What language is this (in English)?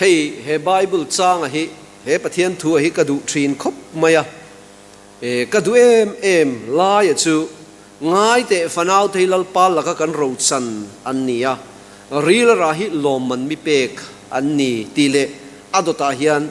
Mizo